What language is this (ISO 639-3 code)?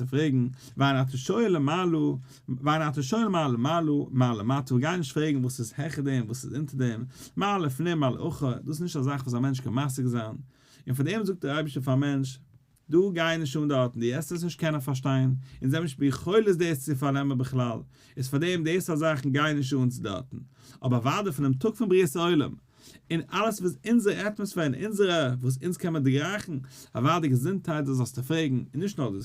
yid